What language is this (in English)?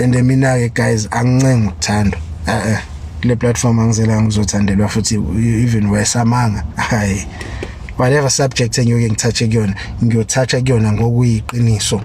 Zulu